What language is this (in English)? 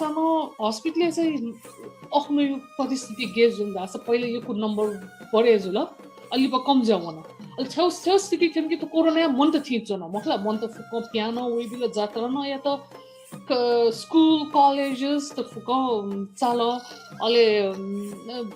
Newari